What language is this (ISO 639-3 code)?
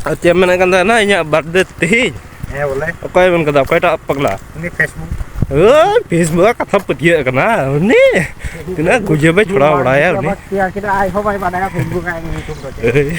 sat